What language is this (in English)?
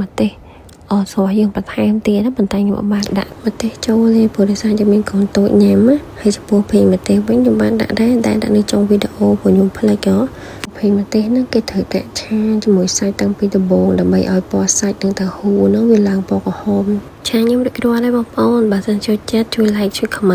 Khmer